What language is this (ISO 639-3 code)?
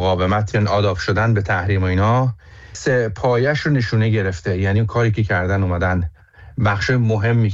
fas